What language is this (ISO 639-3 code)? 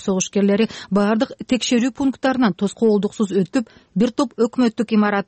kir